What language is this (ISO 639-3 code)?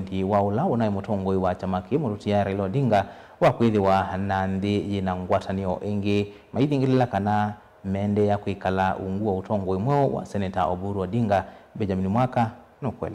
kam